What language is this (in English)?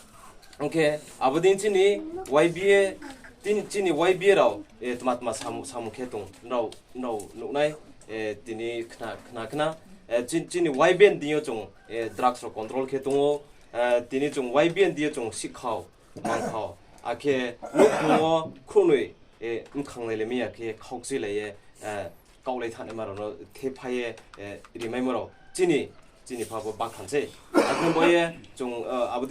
Riang (India)